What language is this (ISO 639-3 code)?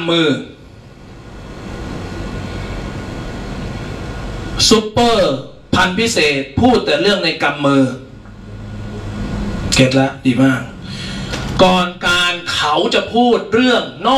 tha